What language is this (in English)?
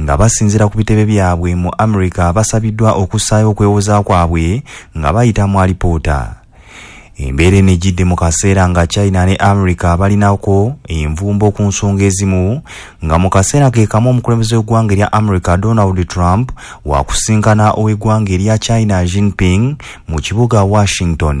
Ganda